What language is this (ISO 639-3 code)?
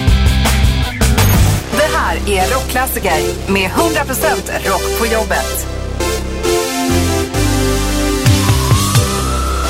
swe